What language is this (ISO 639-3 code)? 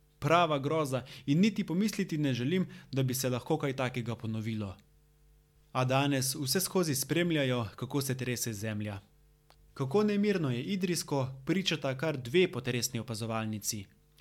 slv